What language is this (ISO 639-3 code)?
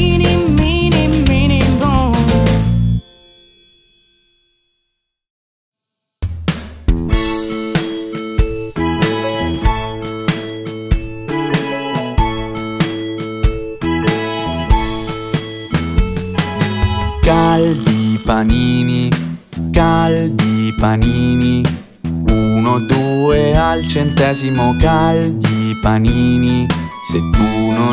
ita